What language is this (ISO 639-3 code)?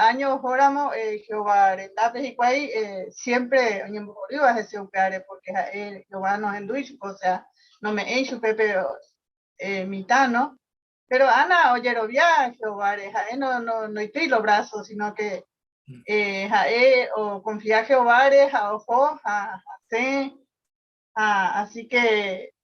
grn